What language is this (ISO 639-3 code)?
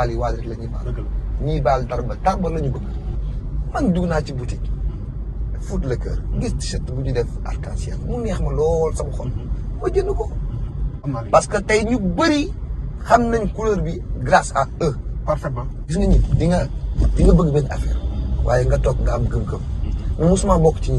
wol